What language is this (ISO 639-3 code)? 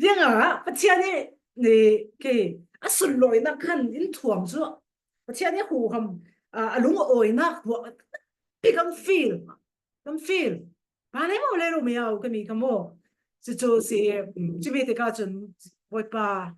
cfm